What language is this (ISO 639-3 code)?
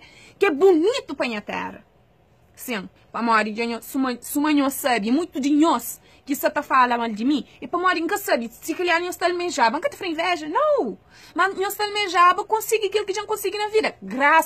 kea